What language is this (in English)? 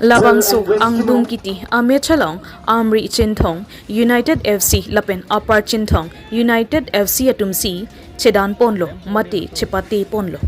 Karbi